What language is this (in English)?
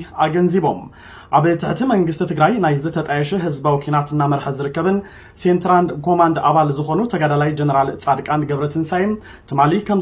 Tigrinya